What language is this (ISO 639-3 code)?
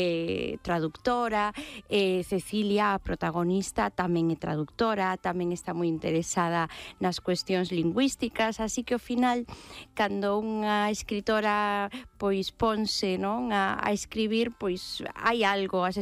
glg